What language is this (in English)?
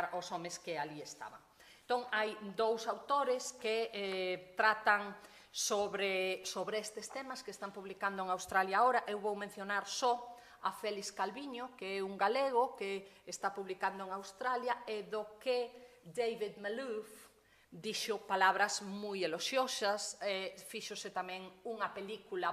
Galician